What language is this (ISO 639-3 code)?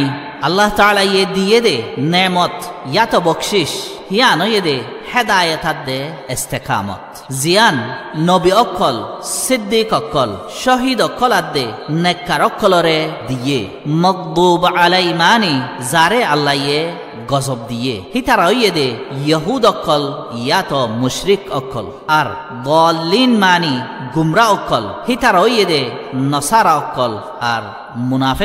rhg